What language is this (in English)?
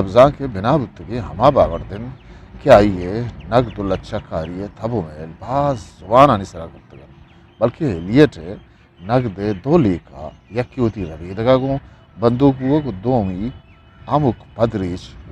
Eastern Balochi